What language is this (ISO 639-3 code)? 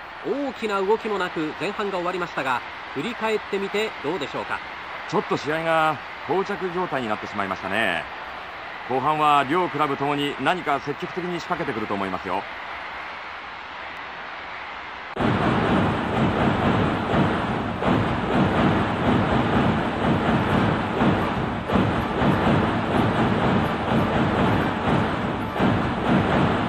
jpn